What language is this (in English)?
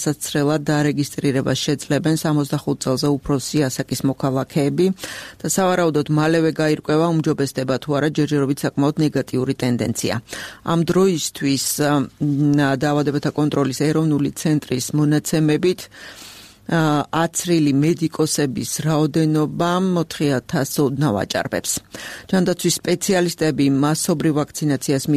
Georgian